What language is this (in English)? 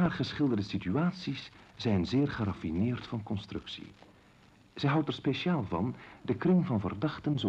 Dutch